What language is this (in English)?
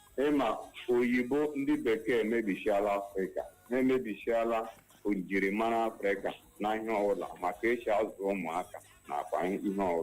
Igbo